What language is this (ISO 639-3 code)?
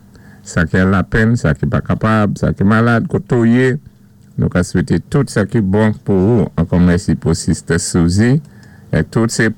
acf